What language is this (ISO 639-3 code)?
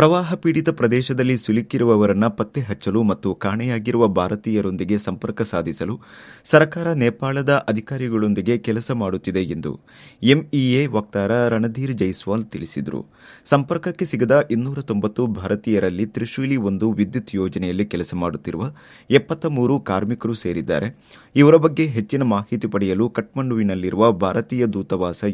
kan